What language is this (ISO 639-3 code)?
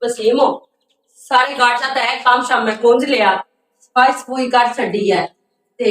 lah